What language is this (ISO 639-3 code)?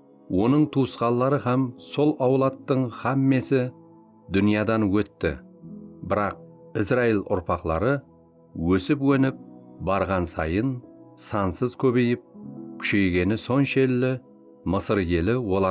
kaa